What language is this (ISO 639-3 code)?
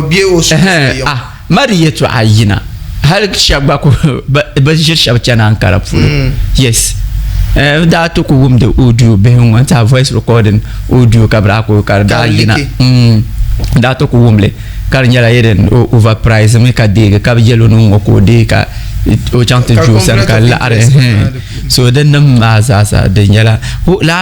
dag